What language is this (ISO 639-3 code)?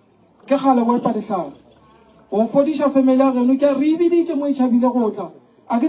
nso